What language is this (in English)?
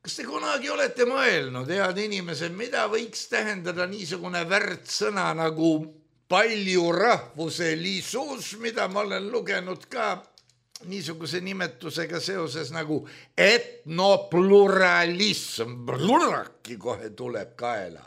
Estonian